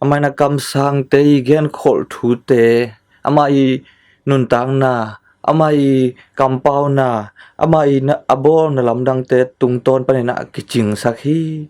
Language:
Tedim Chin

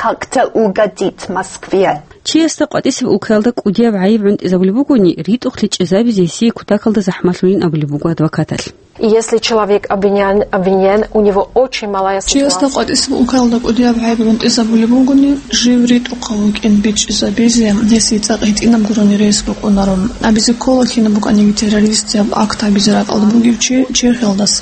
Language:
Avaric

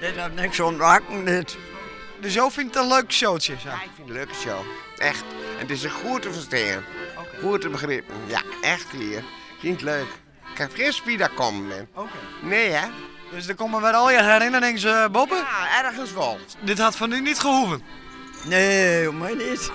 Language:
Western Frisian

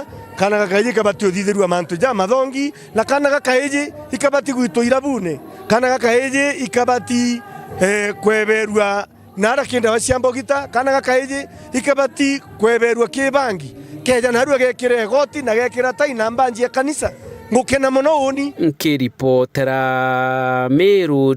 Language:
Meru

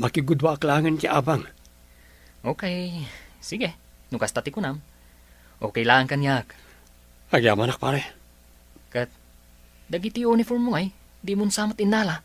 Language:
Iloko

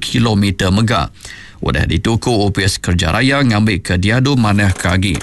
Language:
Iban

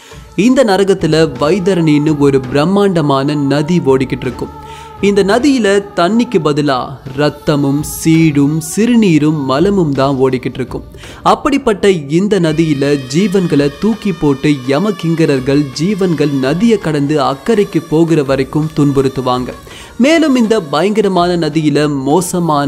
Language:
Tamil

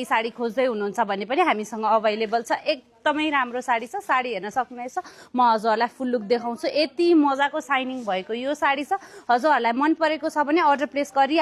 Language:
Nepali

